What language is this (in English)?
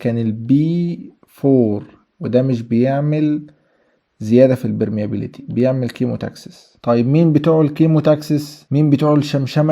Egyptian Arabic